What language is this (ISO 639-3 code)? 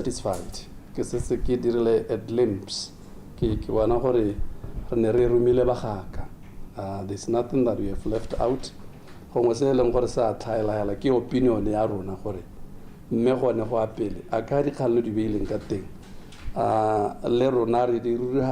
tsn